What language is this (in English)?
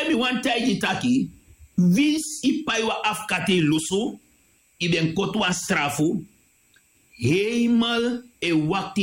Sranan Tongo